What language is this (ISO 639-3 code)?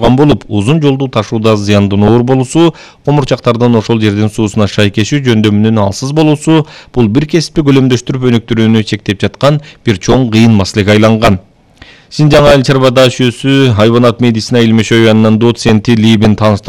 kir